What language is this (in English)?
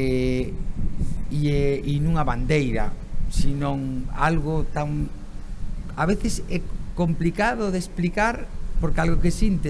Galician